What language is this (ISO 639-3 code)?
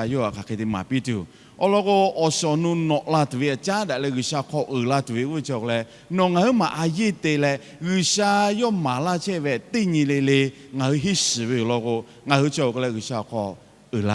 lhu